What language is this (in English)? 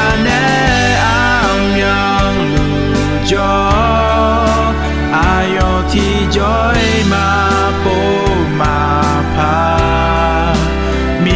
Akha